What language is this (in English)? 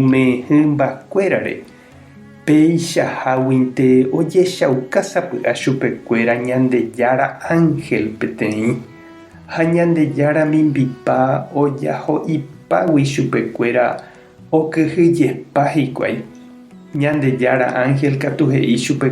Guarani